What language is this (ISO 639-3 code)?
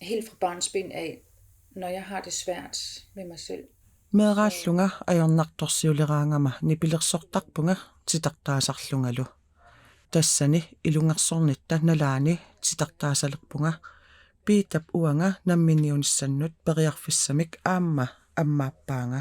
kal